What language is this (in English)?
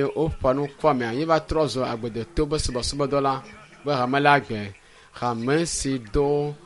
Ewe